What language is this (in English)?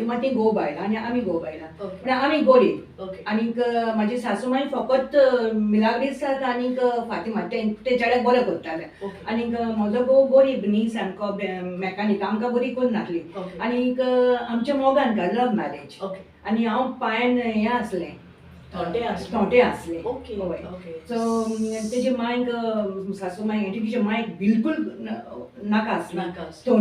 Konkani